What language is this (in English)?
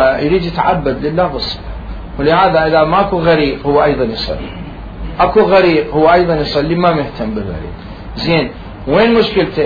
Mesopotamian Arabic